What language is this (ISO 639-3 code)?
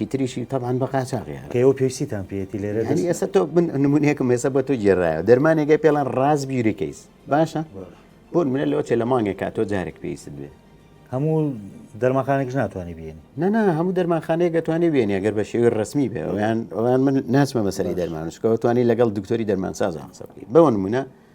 ckb